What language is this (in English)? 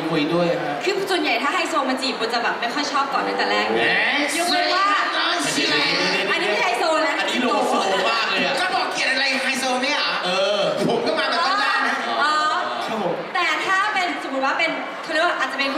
Thai